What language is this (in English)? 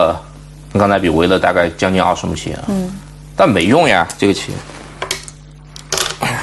Chinese